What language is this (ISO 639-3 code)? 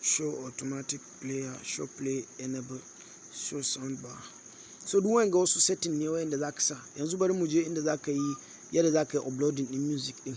hau